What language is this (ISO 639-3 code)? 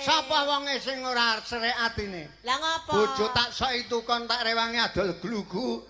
jav